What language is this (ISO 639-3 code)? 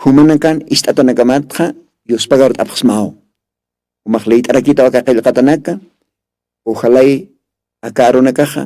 aym